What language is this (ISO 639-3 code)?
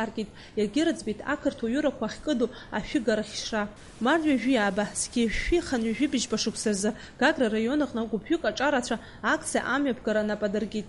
abk